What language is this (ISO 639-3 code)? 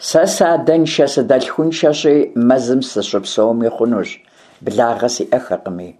kbd